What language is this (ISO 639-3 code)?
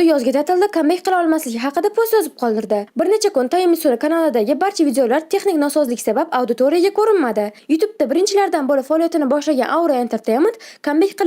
uzb